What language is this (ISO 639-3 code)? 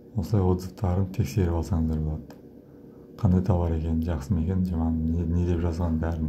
kaz